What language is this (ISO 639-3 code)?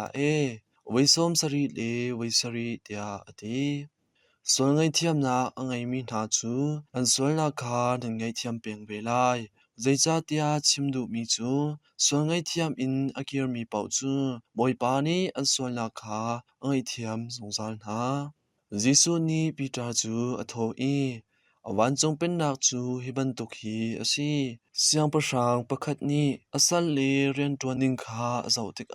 cnh